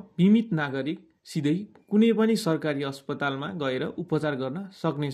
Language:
Nepali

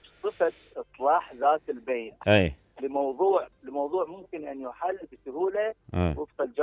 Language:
Mesopotamian Arabic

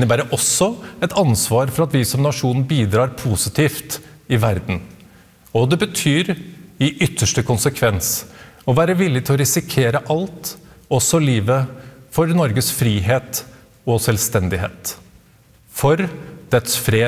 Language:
Norwegian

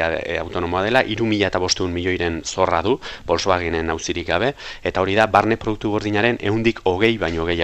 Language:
Basque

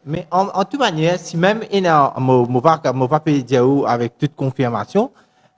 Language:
Morisyen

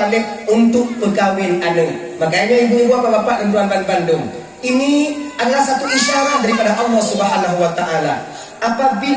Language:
Achinese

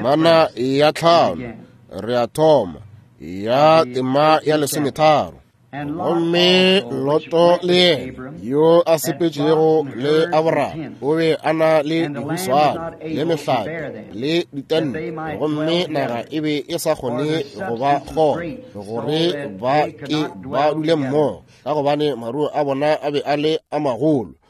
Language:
Northern Sotho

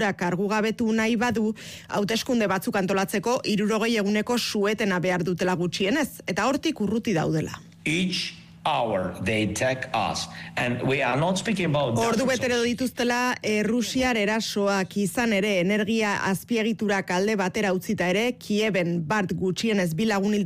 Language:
Basque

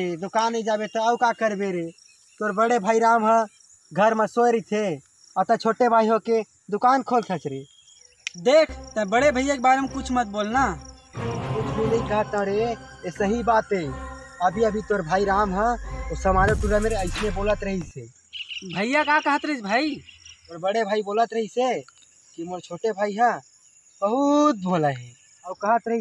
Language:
Chhattisgarhi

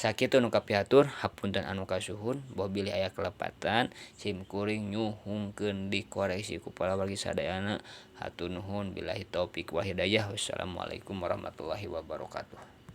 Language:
Sundanese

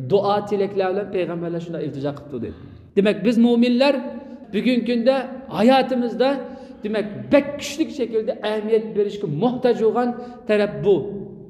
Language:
Uyghur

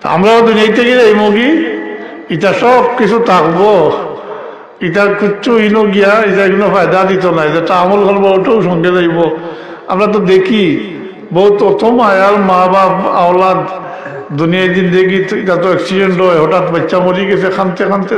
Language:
Sylheti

